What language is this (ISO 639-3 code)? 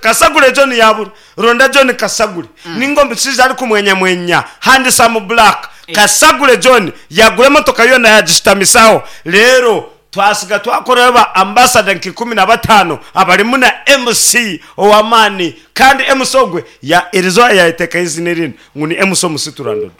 nyn